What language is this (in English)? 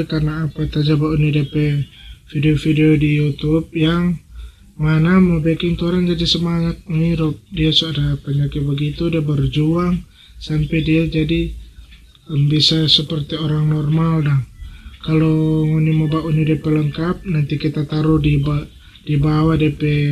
Manado Malay